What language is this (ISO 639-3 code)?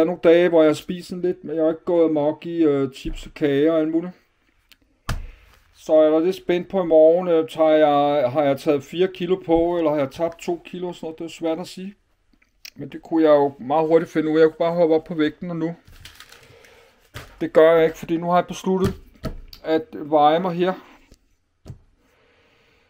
dan